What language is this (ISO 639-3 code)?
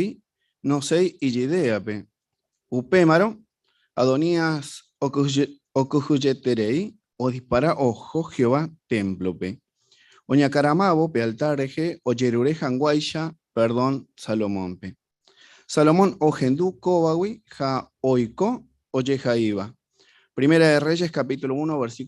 grn